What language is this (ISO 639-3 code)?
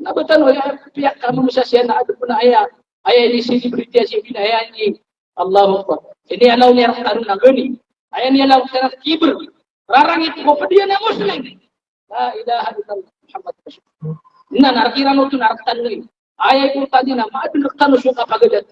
mrw